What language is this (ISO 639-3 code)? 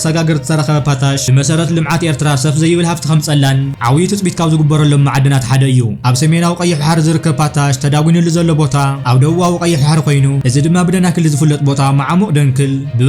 tir